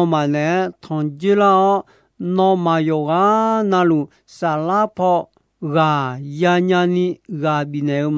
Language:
Akha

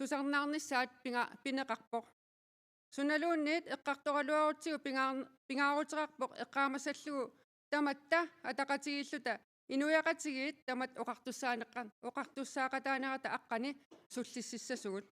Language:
Kalaallisut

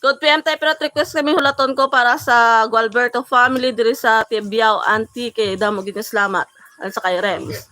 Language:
Hiligaynon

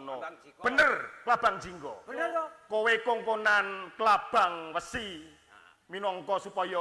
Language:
Javanese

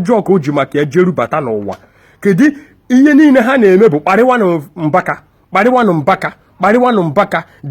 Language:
Igbo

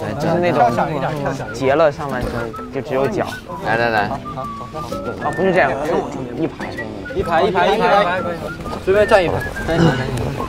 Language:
Chinese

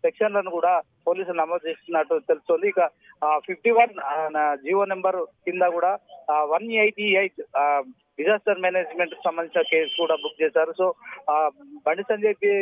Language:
Telugu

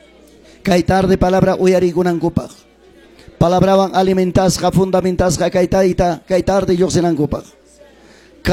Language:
Ayacucho Quechua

